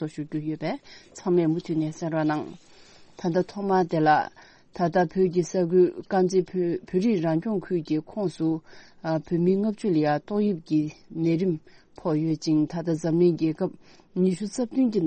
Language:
Tibetan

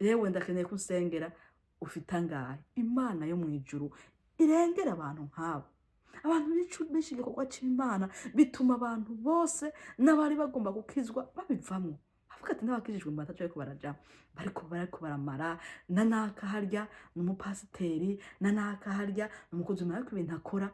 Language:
Rundi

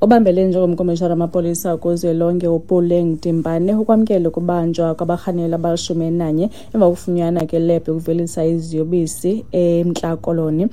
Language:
Xhosa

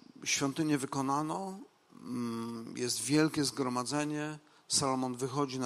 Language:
Polish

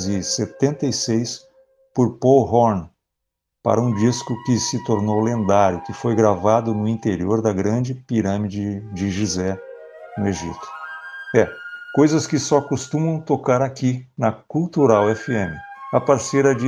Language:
Portuguese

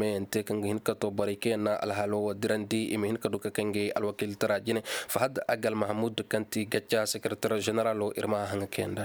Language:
Koyraboro Senni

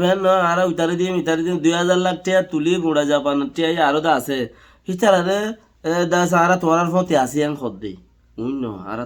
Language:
Rohingya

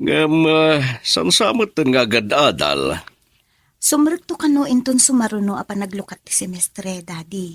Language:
Iloko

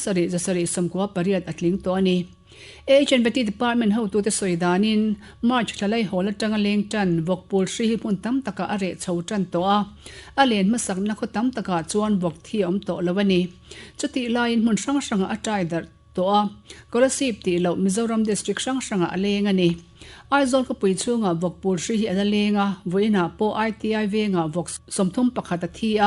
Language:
Mizo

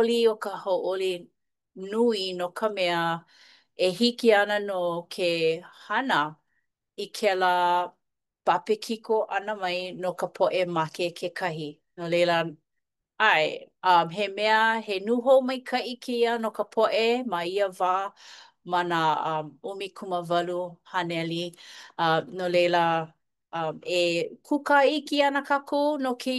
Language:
Hawaiian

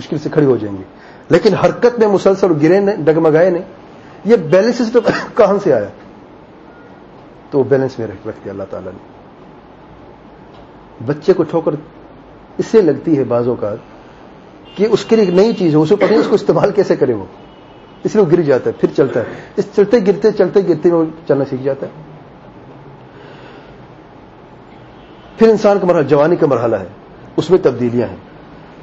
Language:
Urdu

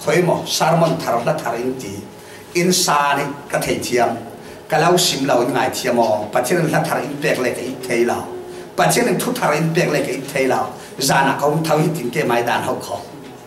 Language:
Falam Chin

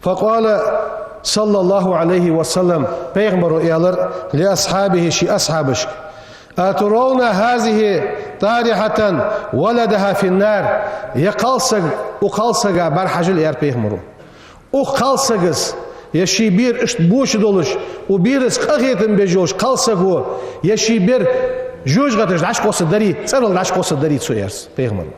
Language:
Ingush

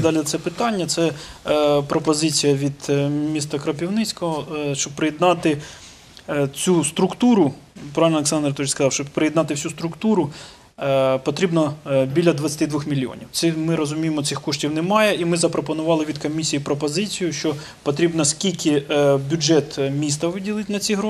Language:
Ukrainian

